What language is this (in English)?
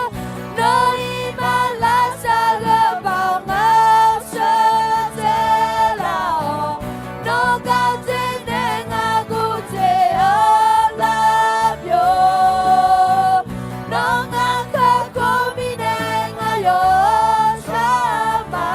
Akha